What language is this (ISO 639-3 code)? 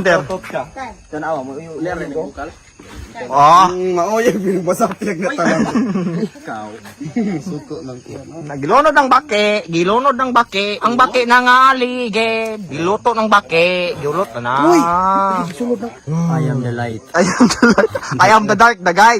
ceb